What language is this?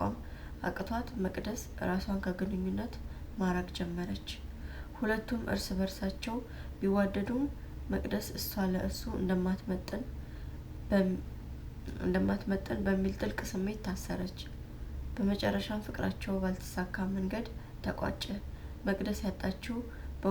Amharic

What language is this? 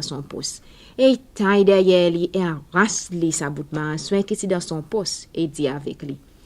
Seselwa Creole French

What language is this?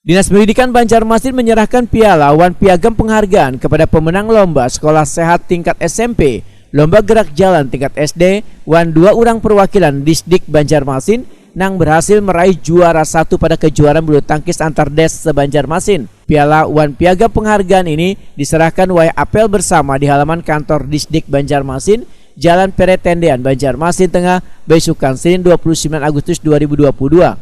Banjar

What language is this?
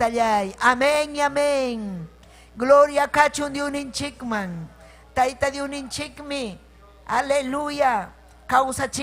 Ayacucho Quechua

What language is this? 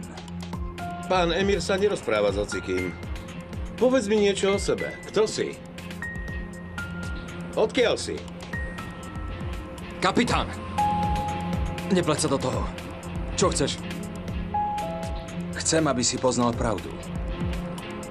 Slovak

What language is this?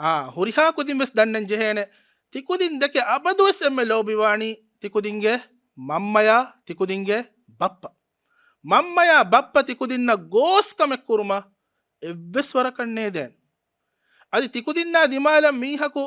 Divehi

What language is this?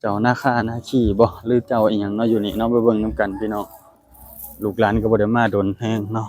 Lao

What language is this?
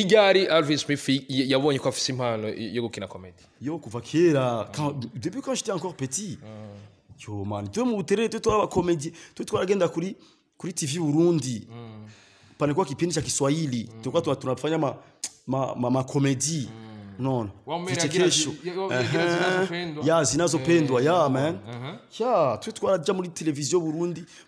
Rundi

